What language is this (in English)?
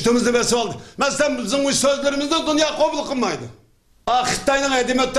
Uyghur